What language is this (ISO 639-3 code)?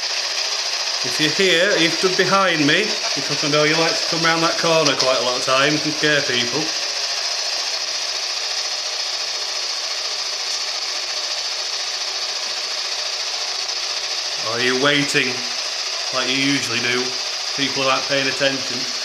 eng